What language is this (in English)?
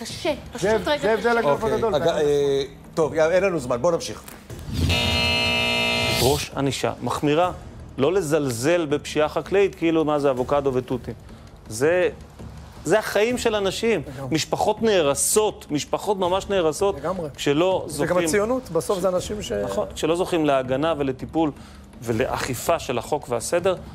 Hebrew